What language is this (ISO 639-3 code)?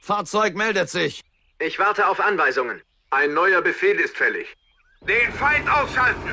bar